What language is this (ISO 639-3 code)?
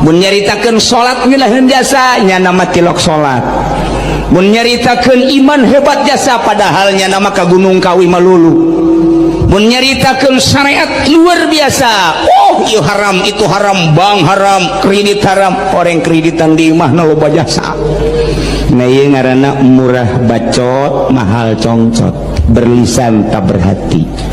sun